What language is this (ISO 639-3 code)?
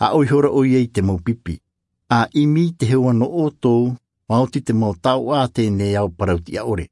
tah